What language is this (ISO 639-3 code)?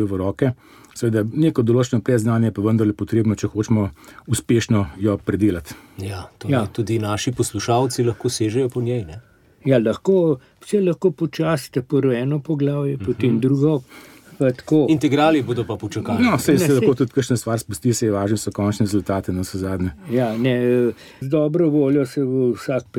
slv